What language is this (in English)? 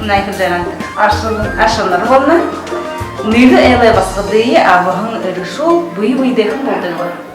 Buriat